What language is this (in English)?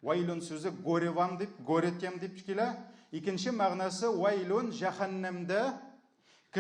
Tatar